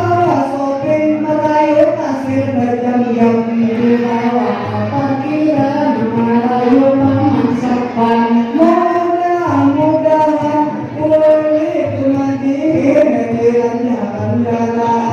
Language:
Banjar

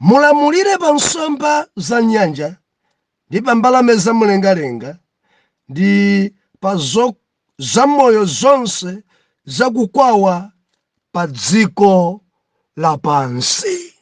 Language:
Nyanja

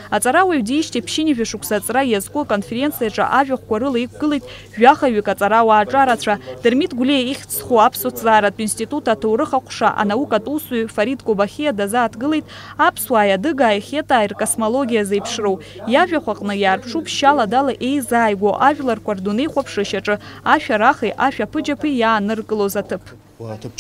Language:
Abkhazian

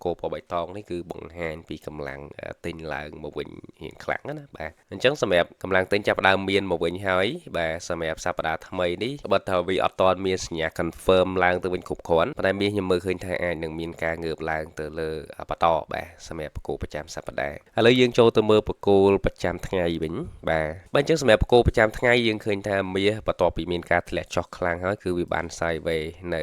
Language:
Khmer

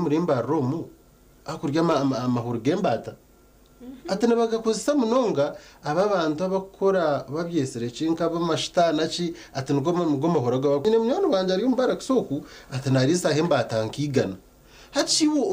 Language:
Nyankole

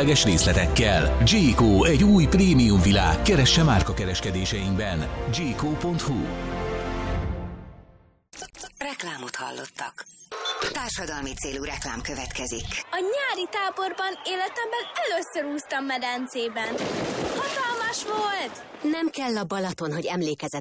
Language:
Hungarian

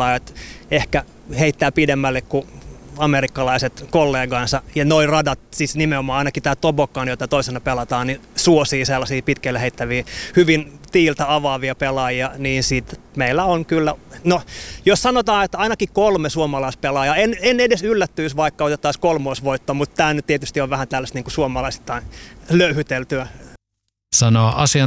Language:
Finnish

